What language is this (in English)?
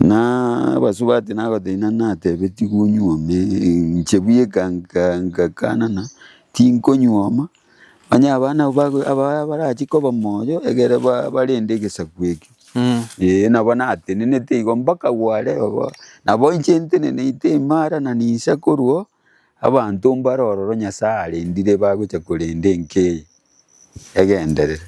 Gusii